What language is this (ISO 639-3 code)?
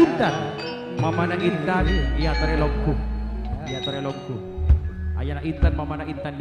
mad